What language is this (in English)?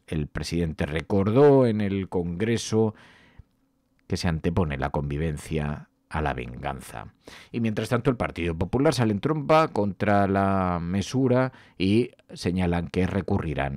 Spanish